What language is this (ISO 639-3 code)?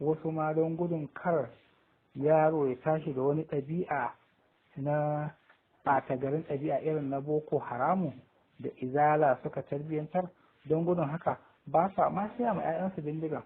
hau